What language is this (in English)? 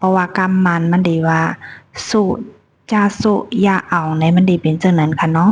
Shan